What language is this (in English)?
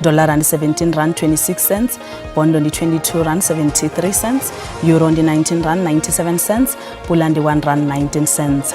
Venda